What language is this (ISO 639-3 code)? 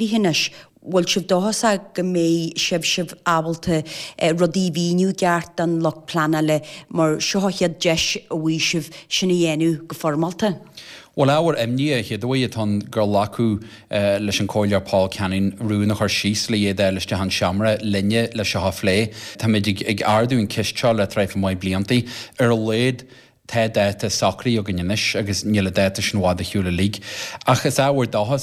gle